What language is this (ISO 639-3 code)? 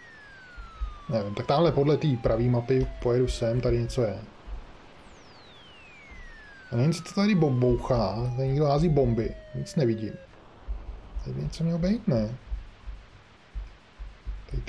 ces